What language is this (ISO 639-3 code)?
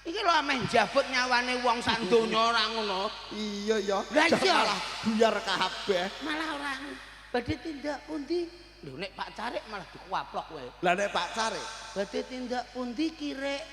jav